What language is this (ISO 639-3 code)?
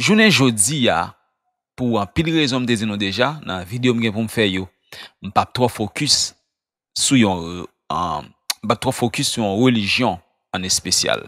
hat